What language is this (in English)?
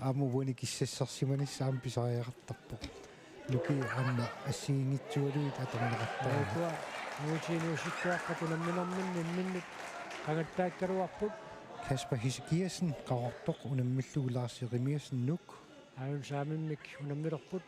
Kalaallisut